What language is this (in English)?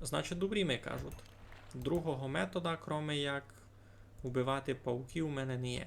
Rusyn